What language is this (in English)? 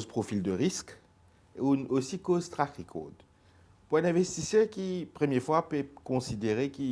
Morisyen